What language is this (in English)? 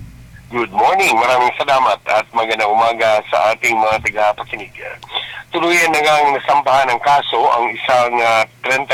Filipino